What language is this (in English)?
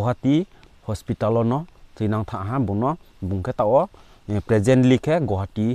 Riang (India)